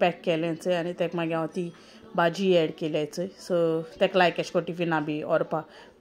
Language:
Konkani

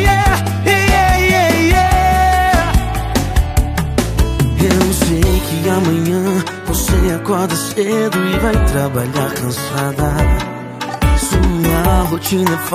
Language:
Portuguese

